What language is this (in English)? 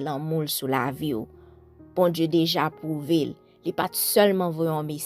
Haitian Creole